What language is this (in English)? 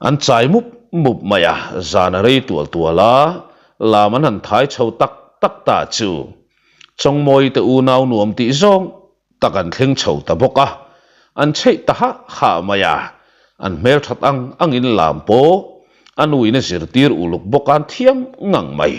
Mizo